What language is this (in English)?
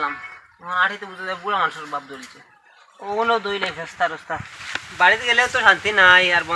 Sylheti